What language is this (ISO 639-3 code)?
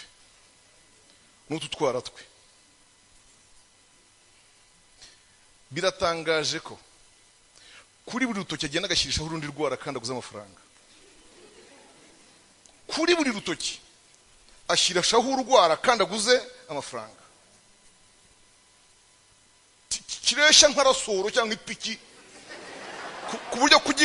kin